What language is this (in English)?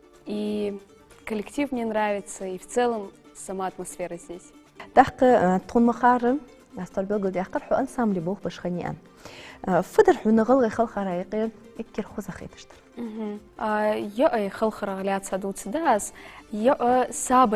Ingush